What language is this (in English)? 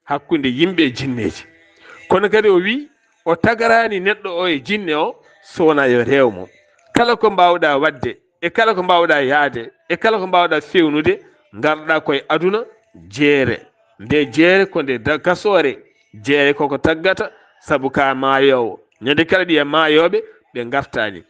Fula